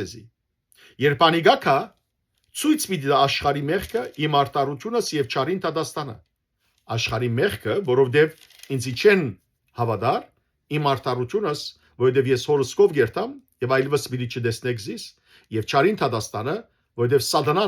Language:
Western Armenian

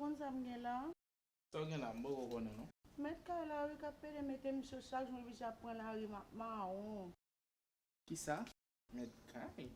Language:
Haitian Creole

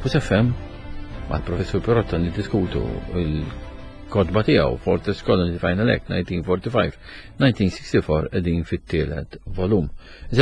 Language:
Maltese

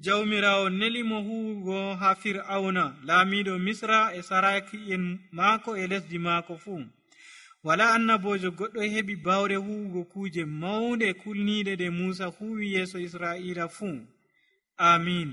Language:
Nigerian Fulfulde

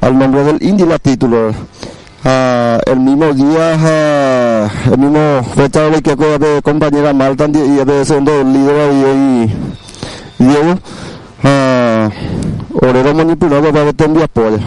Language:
Guarani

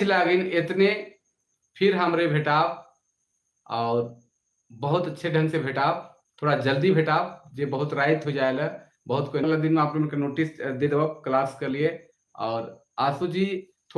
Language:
Sadri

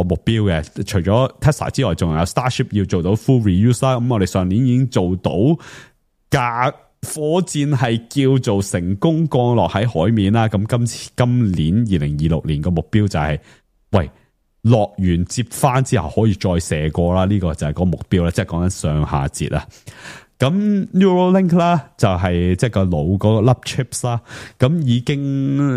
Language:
Cantonese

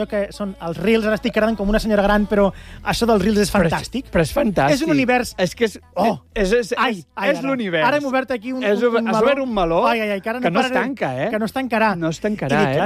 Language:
Catalan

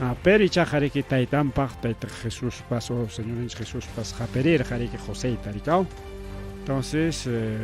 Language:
Ayacucho Quechua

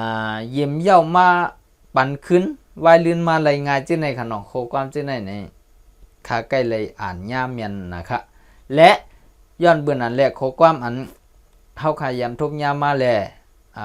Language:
Shan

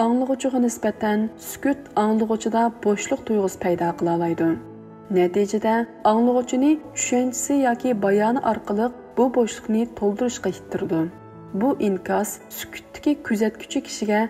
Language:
Uyghur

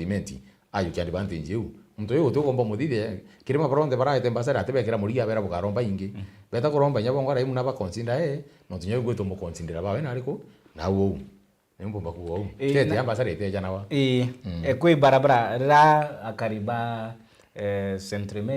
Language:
Meru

